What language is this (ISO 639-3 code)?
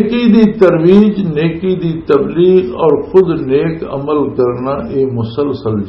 lah